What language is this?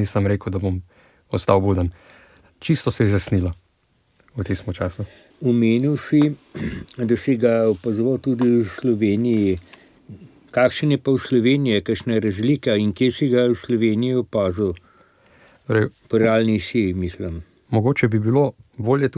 Slovenian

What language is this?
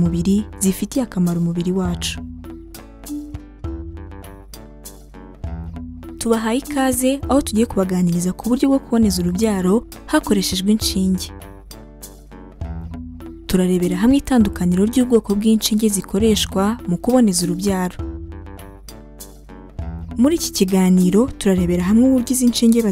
Kinyarwanda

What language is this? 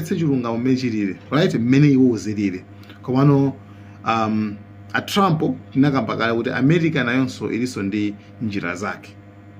Nyanja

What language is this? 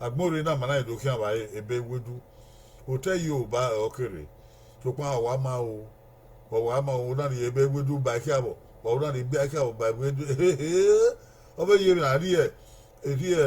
Bini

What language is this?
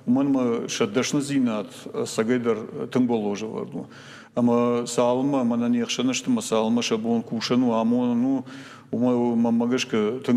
Ossetic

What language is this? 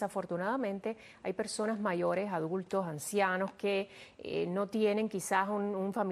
Spanish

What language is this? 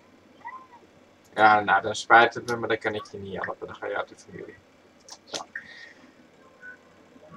Dutch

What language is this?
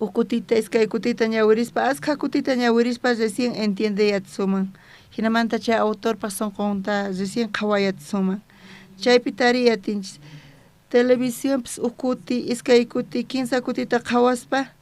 South Bolivian Quechua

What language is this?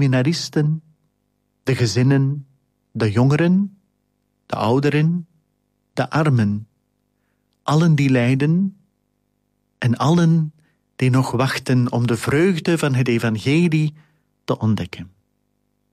Dutch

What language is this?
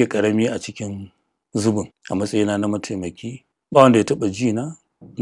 Hausa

